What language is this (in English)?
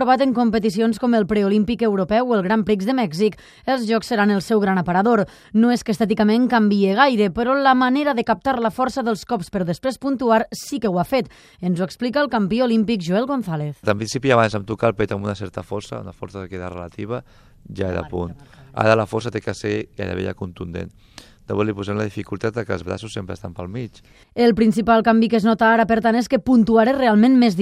Catalan